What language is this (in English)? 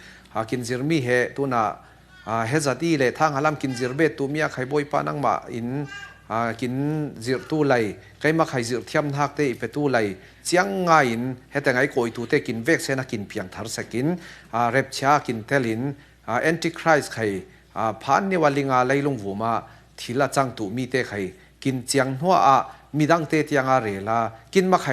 Falam Chin